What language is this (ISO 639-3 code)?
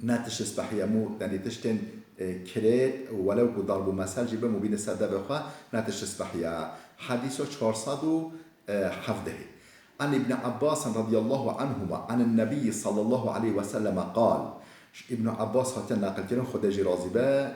kur